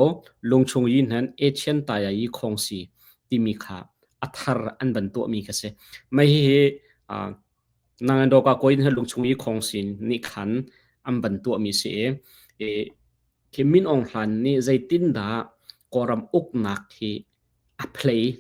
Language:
Hakha Chin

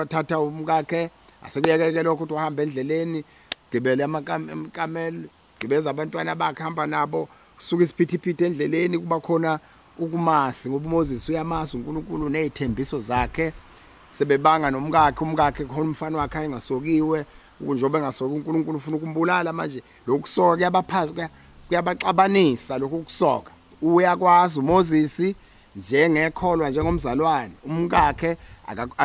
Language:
Zulu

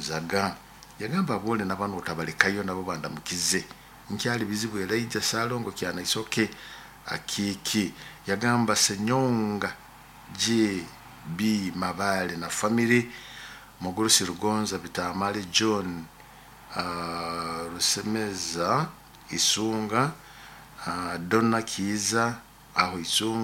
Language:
Nyoro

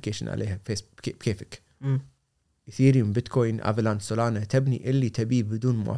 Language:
Gulf Arabic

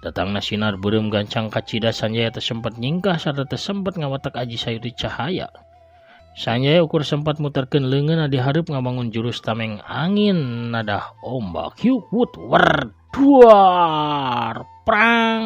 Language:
Sundanese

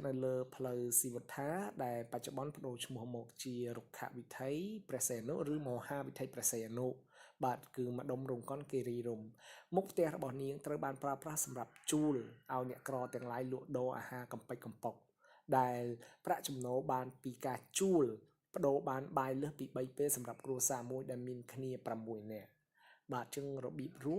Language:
Khmer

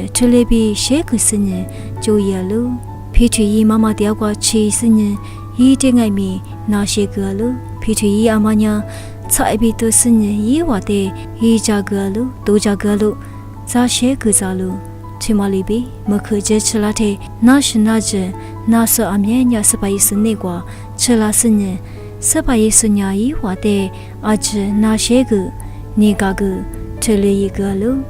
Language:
Lisu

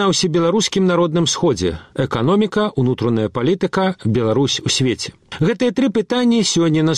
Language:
Belarusian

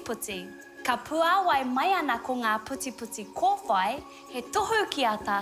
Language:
Māori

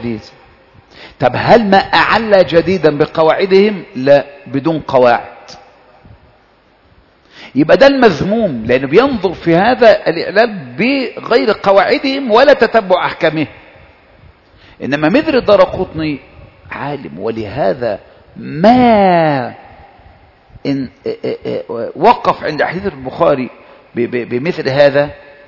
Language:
Arabic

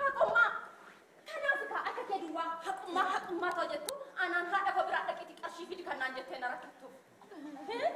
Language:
Oromo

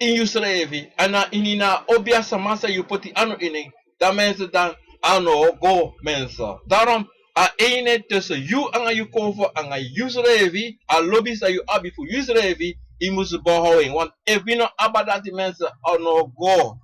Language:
Sranan Tongo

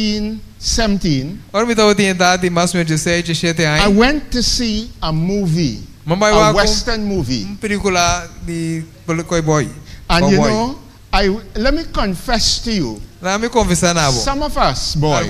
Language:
Papiamento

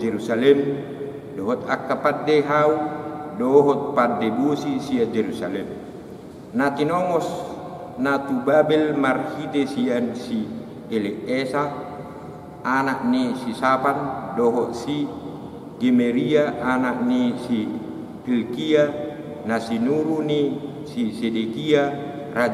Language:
Batak Toba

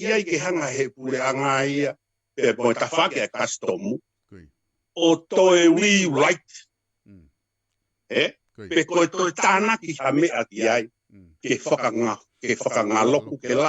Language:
Tongan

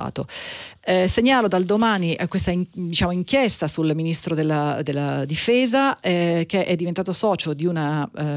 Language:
Italian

